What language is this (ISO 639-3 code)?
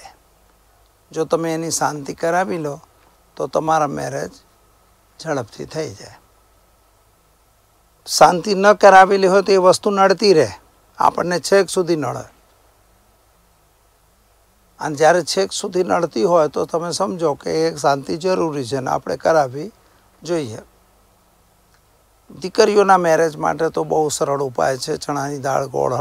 guj